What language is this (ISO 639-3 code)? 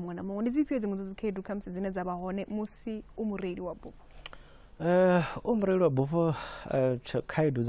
ven